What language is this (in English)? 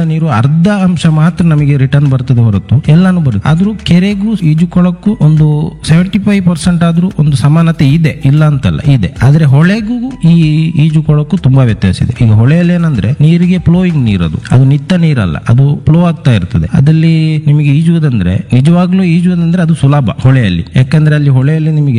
Kannada